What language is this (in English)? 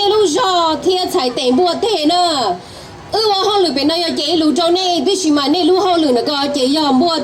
Hmong